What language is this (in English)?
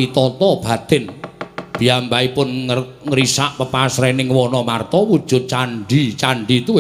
Javanese